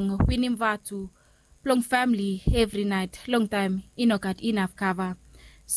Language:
Bislama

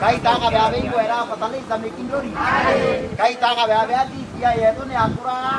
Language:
Meru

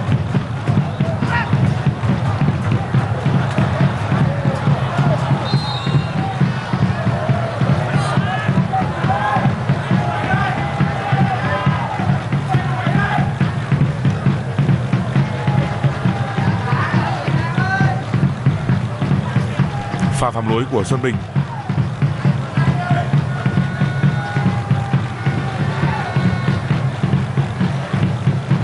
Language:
Vietnamese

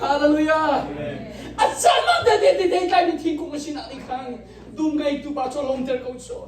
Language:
Hakha Chin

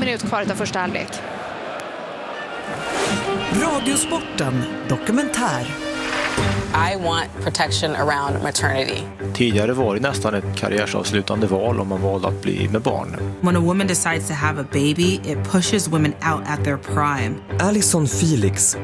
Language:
Swedish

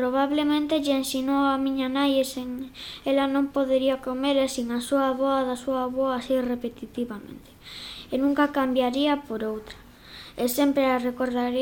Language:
Galician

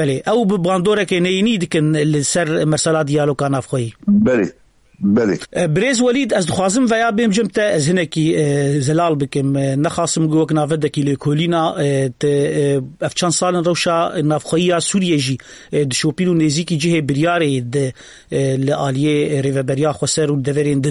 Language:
Kurdish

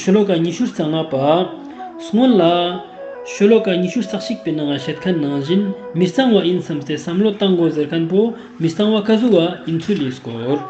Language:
Ladakhi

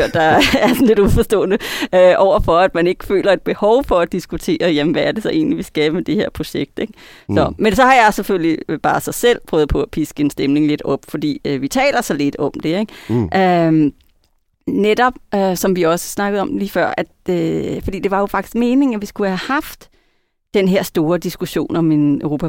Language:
Danish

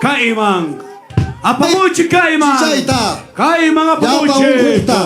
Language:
Ayacucho Quechua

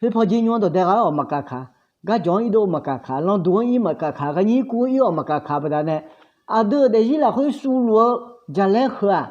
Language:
Akha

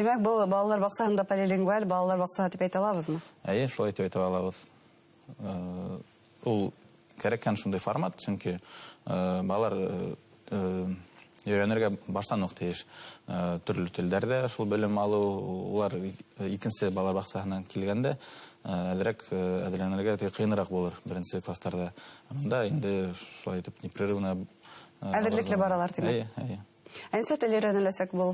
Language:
Bashkir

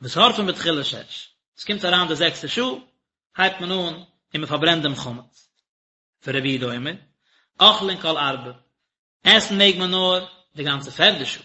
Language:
Yiddish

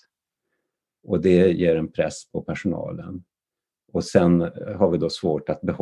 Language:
Swedish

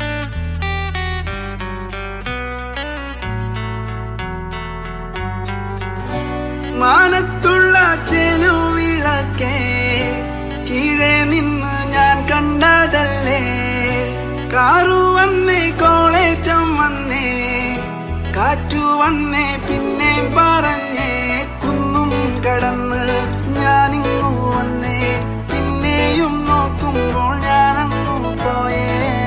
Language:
Malayalam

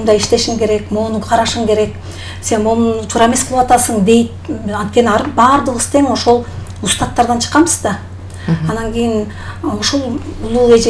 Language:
Kyrgyz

